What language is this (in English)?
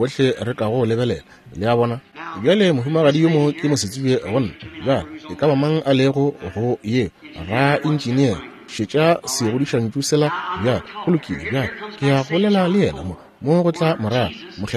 Northern Sotho